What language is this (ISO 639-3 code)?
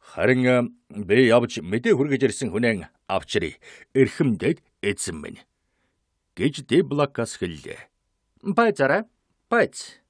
mon